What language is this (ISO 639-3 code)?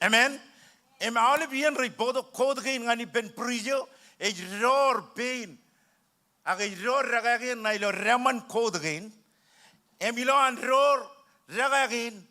mah